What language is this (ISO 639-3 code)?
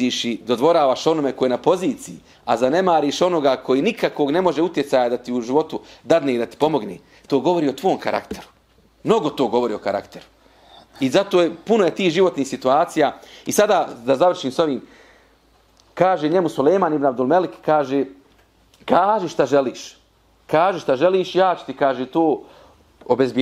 bos